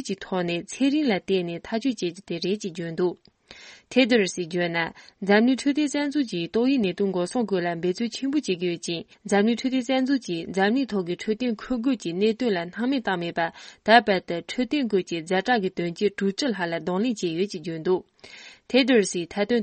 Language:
Tibetan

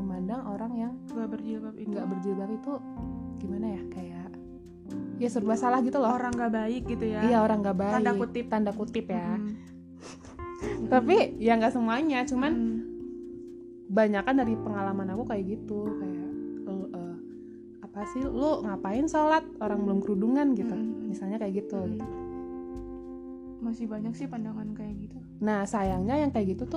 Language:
Indonesian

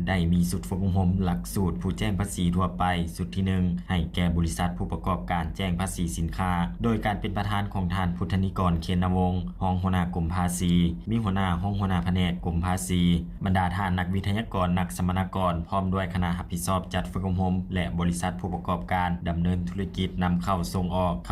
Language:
Lao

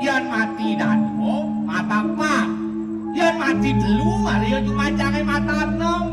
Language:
Balinese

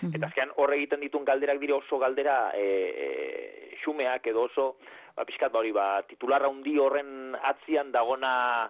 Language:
Basque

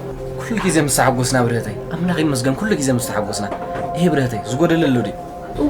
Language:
Tigrinya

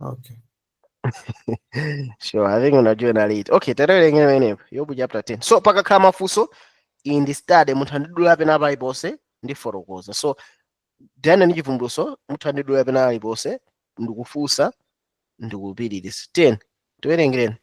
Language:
Nyanja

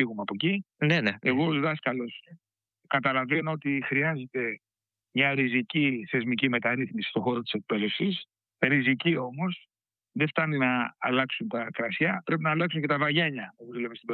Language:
Greek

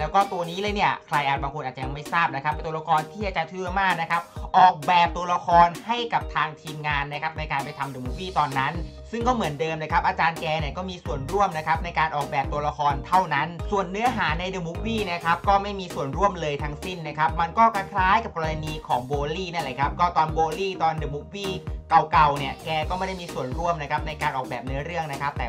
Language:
Thai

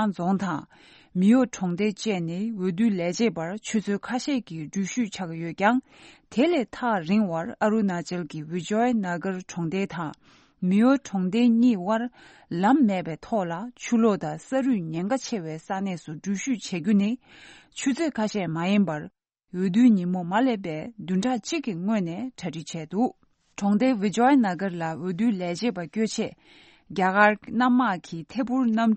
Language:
Tibetan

